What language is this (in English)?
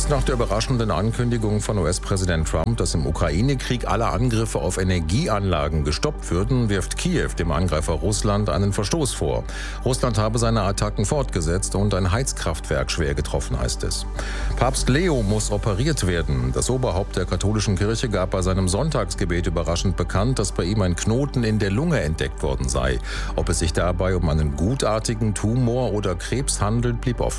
German